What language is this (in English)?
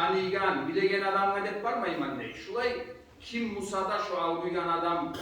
Kumyk